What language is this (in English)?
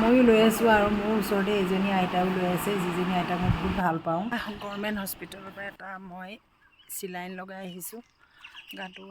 Assamese